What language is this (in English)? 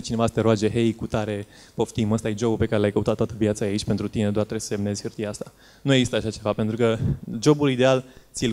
Romanian